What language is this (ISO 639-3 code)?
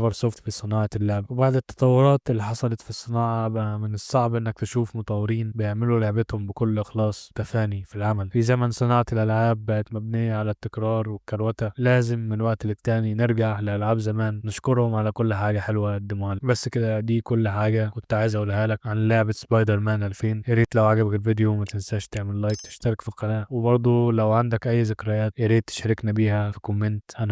arz